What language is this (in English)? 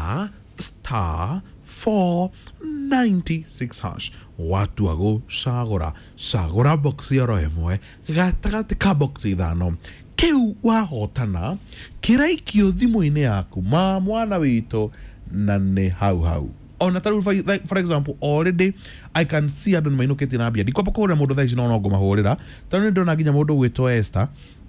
Kikuyu